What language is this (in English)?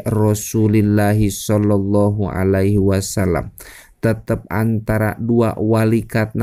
Sundanese